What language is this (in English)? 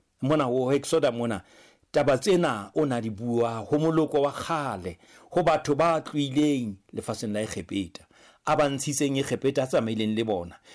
Southern Sotho